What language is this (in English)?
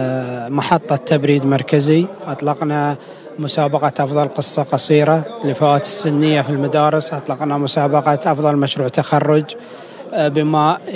Arabic